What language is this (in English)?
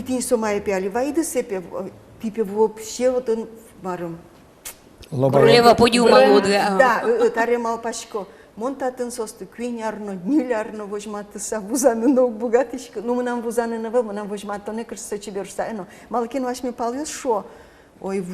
Udmurt